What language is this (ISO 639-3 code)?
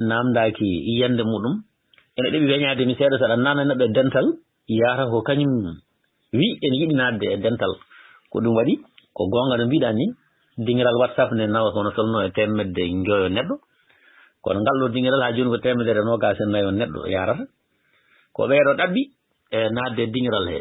ful